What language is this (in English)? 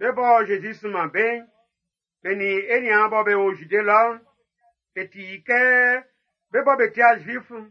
Baoulé